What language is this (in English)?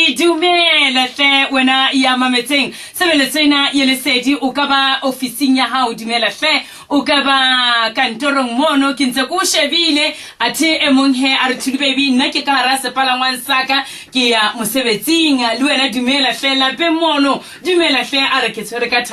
Southern Sotho